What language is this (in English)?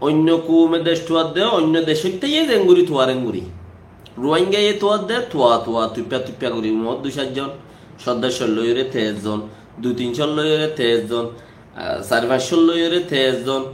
Rohingya